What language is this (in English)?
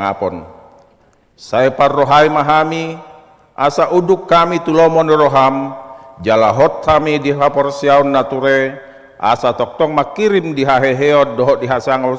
Batak Toba